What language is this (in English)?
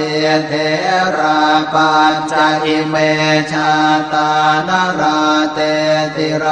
Pali